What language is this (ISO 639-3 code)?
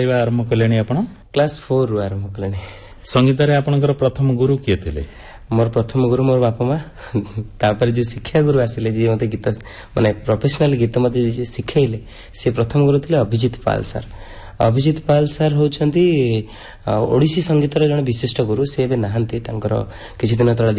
ori